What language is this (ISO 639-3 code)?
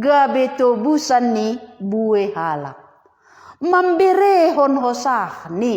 bts